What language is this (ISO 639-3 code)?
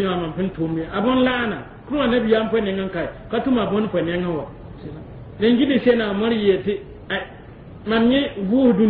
mos